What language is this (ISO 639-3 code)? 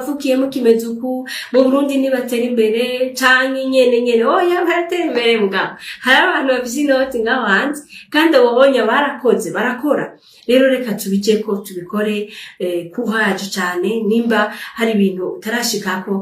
run